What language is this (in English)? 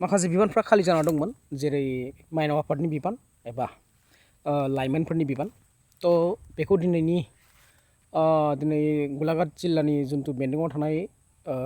Bodo